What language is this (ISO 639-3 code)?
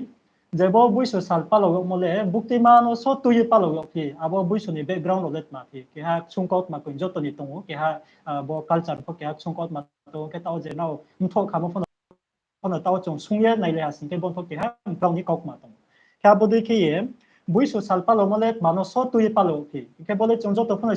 ria